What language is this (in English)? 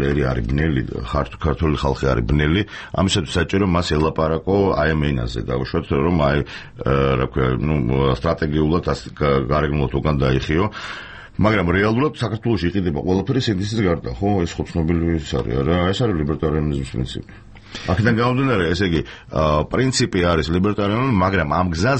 Georgian